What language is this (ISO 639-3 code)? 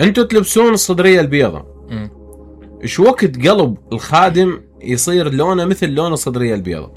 acm